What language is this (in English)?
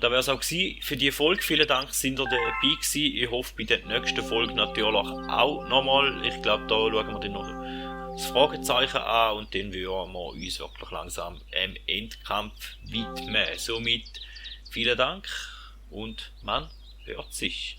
Swiss German